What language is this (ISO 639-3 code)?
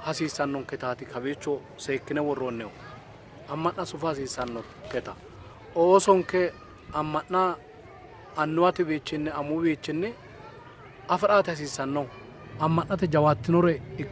sid